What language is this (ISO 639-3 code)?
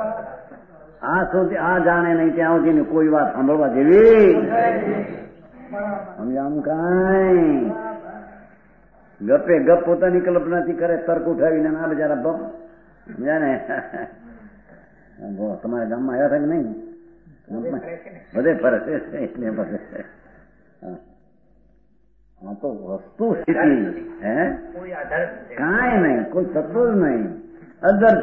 guj